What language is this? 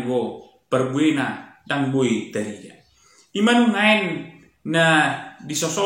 Batak Toba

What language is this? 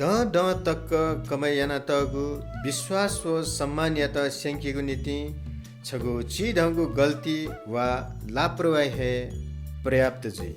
Newari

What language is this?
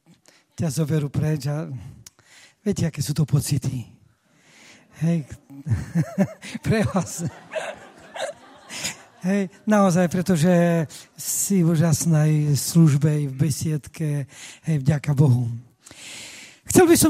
Slovak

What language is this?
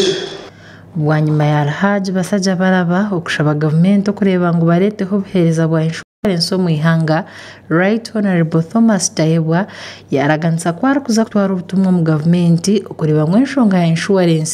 Nyankole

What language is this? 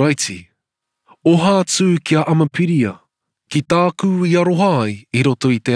Māori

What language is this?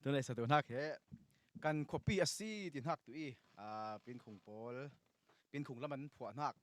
Falam Chin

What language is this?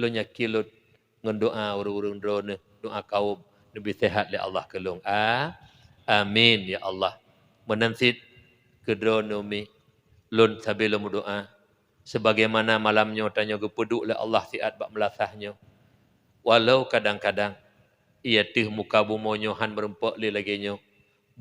Achinese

